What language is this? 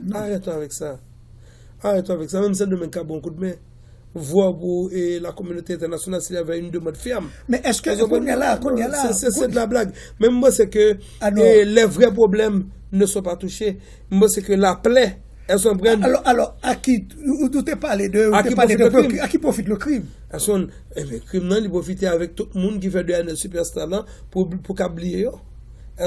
Haitian Creole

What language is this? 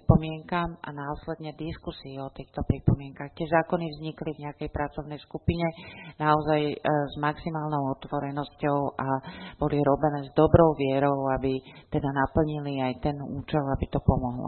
Slovak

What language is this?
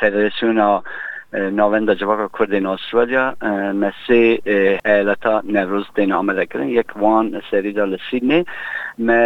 Kurdish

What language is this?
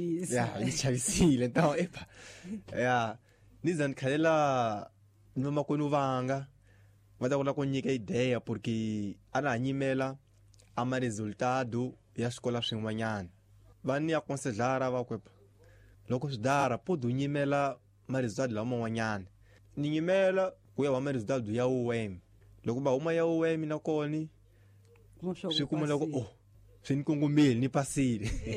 Tsonga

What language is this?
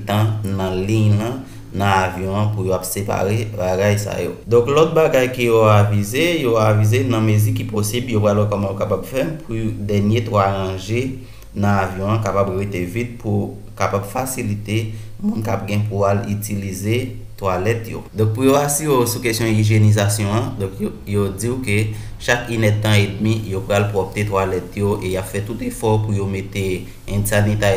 Haitian Creole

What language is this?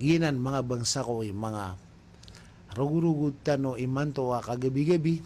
Maranao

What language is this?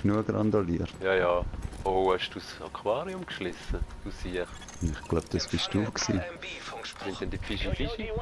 Swiss German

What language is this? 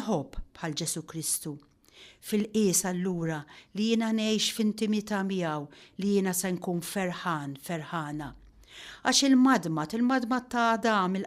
Maltese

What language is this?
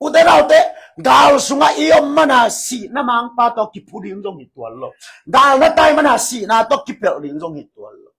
Tedim Chin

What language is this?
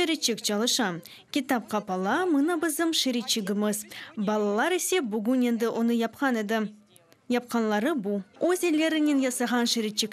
Crimean Tatar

